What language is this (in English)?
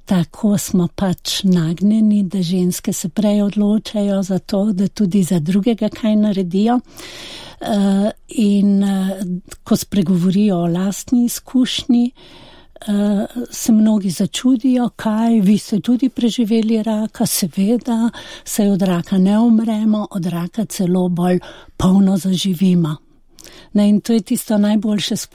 Slovenian